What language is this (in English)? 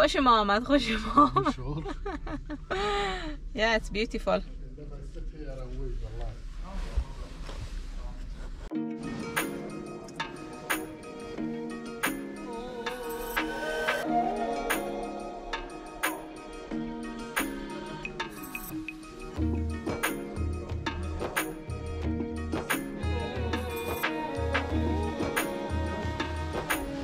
Persian